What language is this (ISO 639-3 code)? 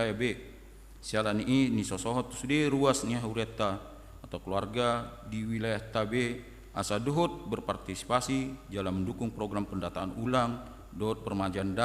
bbc